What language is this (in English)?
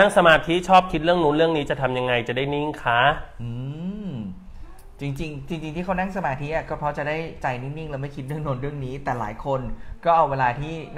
Thai